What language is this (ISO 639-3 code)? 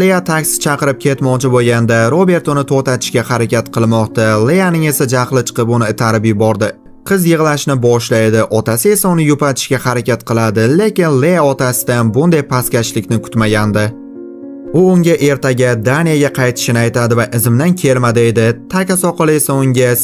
uzb